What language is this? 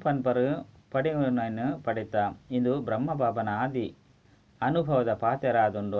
Tulu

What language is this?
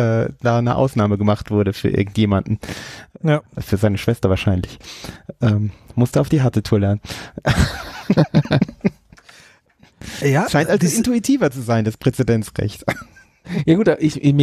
German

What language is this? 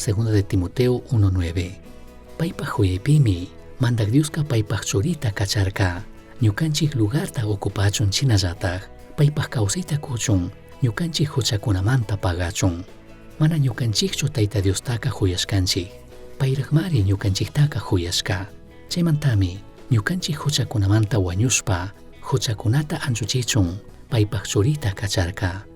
Chimborazo Highland Quichua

